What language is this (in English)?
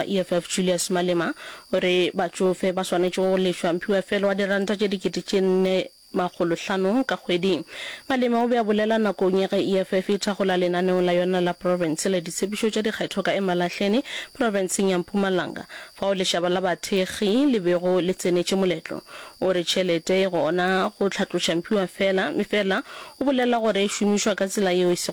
Northern Sotho